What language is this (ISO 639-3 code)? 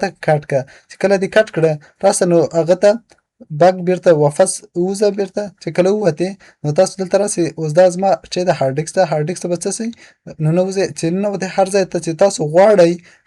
pus